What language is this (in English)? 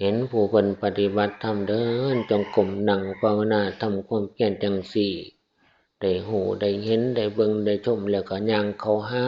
Northeastern Thai